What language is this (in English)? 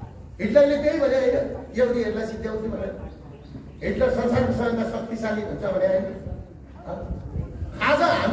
Nepali